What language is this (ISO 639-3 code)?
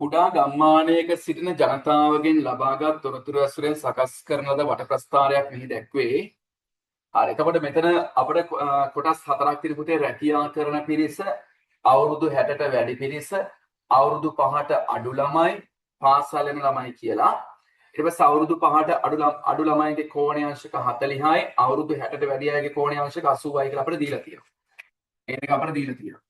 sin